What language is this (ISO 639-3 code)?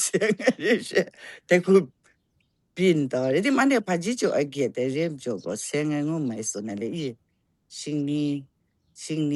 kac